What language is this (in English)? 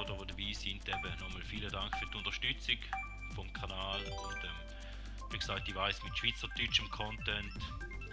Swiss German